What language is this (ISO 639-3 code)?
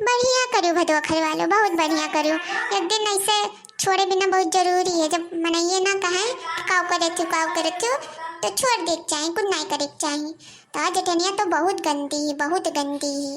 awa